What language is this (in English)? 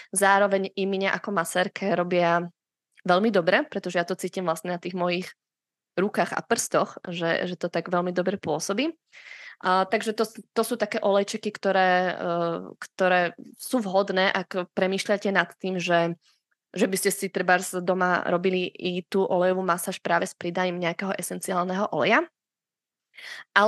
Slovak